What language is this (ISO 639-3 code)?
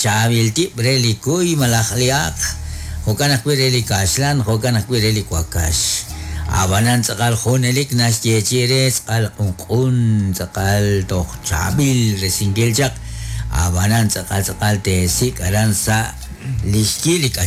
kek